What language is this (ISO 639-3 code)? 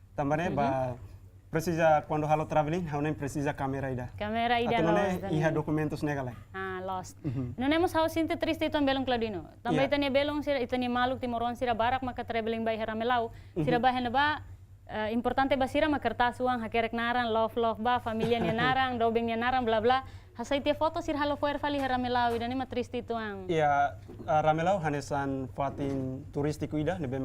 tet